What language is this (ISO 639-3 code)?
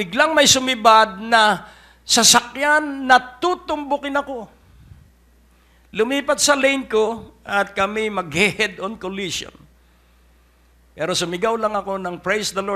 fil